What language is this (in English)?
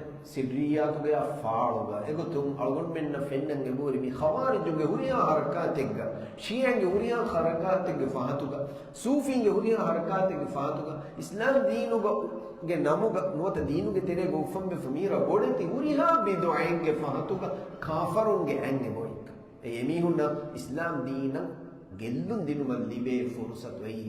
Divehi